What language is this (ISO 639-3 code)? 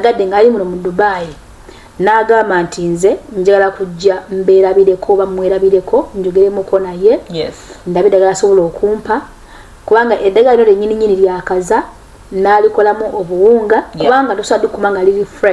lug